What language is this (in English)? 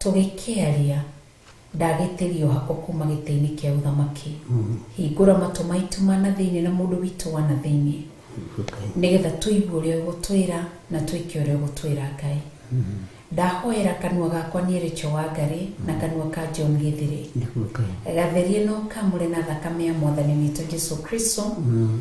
Kikuyu